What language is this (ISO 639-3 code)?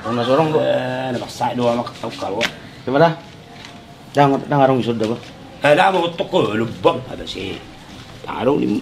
bbc